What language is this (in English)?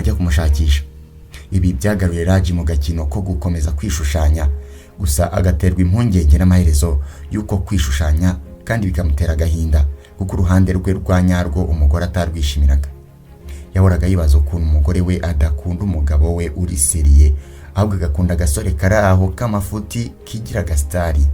Kinyarwanda